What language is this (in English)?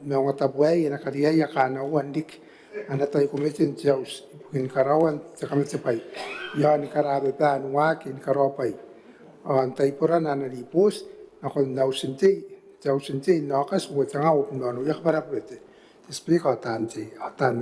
Gilbertese